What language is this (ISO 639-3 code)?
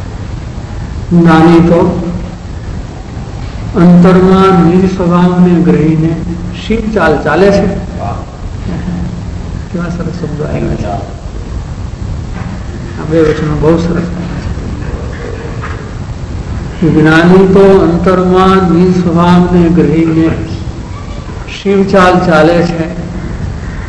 guj